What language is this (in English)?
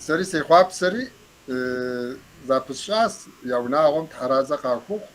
Kabardian